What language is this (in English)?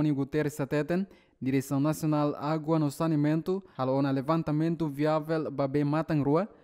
Tetum